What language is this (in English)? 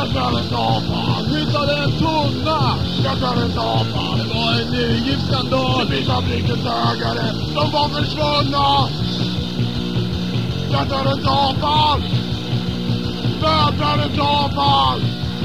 Swedish